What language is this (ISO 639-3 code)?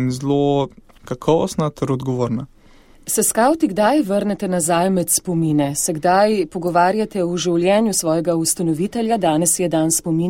slv